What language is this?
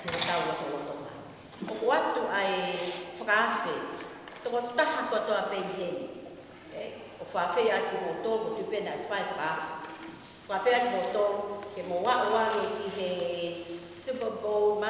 Tongan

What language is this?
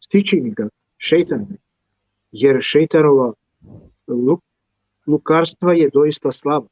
Balkan Romani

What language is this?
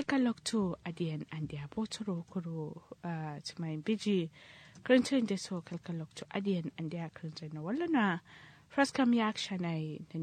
Kanuri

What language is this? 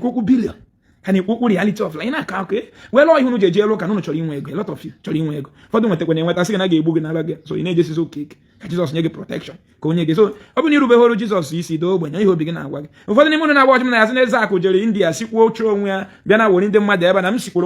Igbo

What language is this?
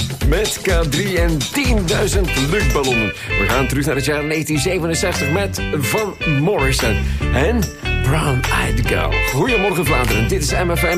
Dutch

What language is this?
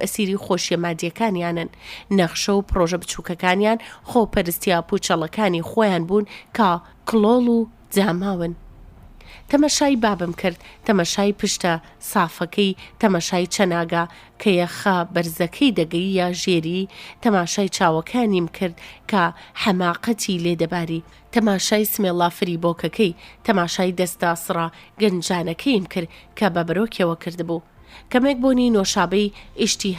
Central Kurdish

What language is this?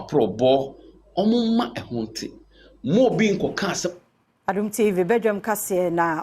Akan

